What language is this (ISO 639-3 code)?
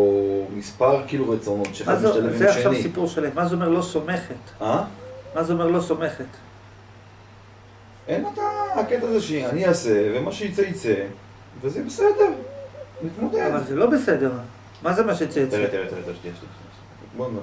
heb